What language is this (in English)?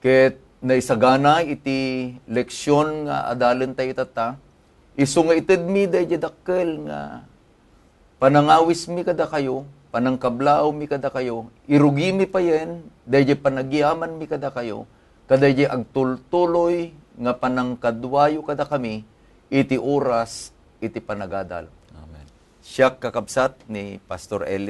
Iloko